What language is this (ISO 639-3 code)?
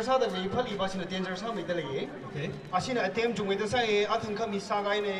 nmf